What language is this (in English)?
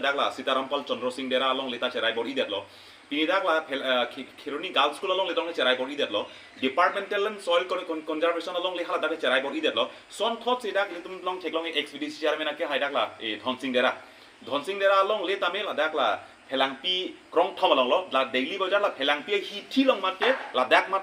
Karbi